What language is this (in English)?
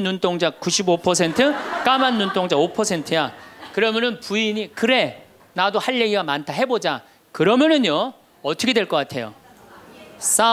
Korean